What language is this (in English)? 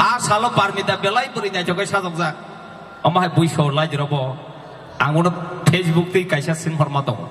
Kok Borok